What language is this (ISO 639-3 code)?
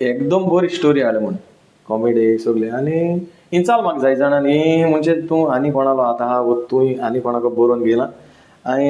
kok